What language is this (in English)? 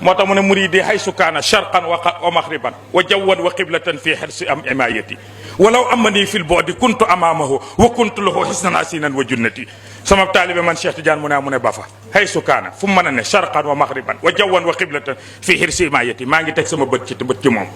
Wolof